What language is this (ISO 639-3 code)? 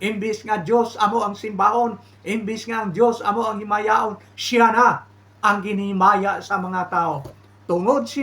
hil